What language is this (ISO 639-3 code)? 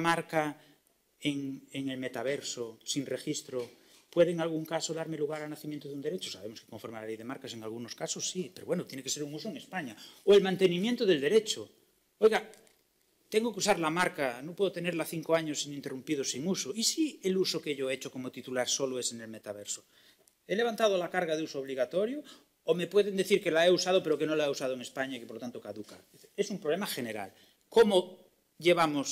spa